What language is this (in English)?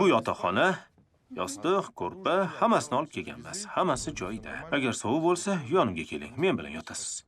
Uzbek